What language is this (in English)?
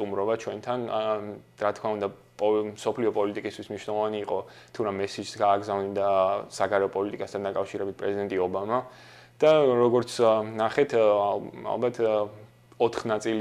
Georgian